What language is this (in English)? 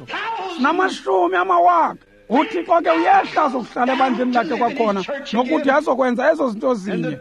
Xhosa